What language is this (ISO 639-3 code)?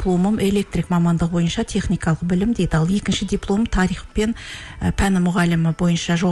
kaz